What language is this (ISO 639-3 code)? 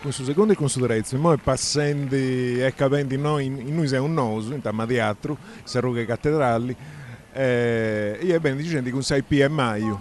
srd